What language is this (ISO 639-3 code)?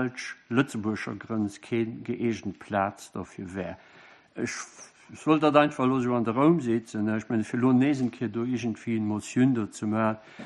ltz